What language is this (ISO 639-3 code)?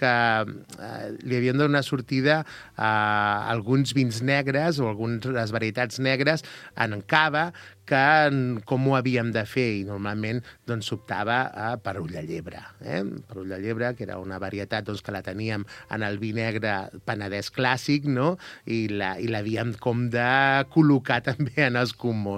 cat